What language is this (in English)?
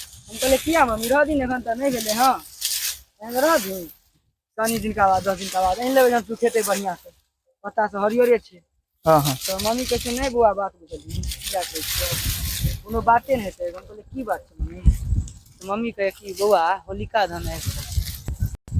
Maithili